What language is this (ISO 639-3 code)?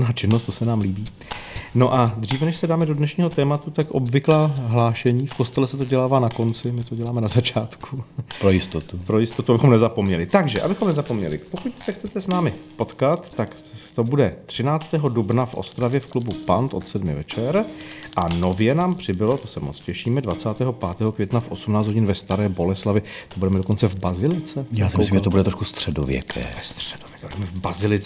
ces